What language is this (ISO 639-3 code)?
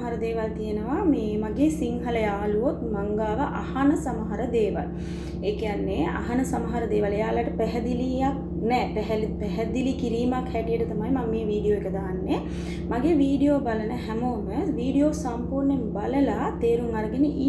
sin